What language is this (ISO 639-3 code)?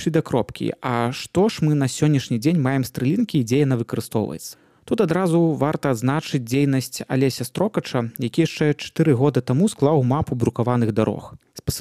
bel